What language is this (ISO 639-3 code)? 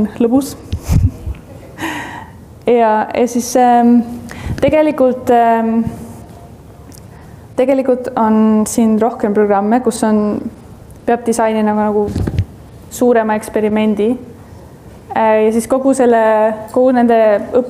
est